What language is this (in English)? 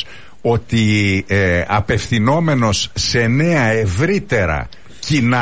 Greek